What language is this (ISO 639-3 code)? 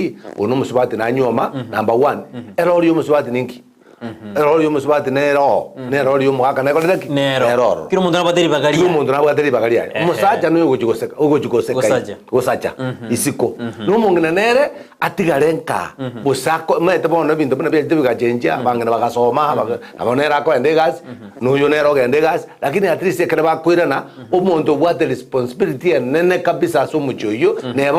guz